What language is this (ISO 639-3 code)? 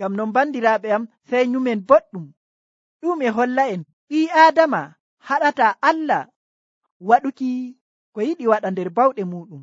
fuv